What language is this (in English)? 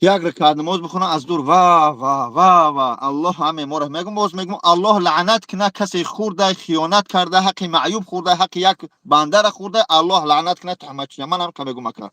Tajik